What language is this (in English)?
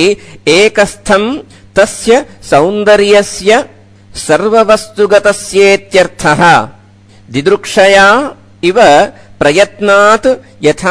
Sanskrit